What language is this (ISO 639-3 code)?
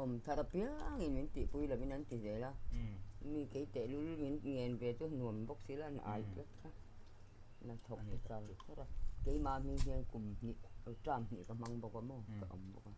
lus